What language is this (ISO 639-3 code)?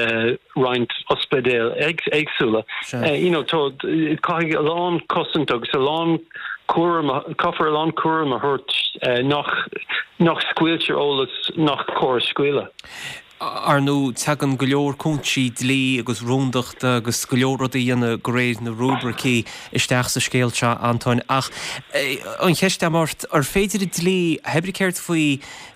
gle